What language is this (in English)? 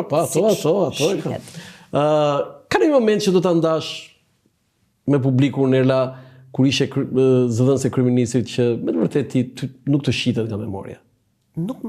Albanian